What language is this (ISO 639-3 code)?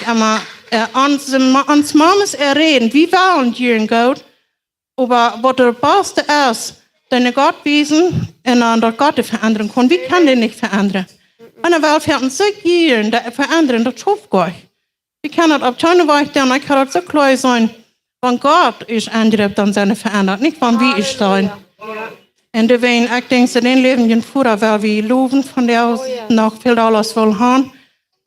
pdt